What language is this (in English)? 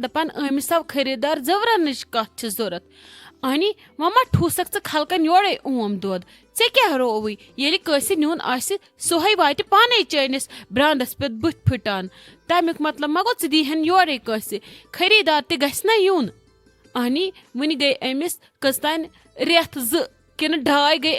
Kashmiri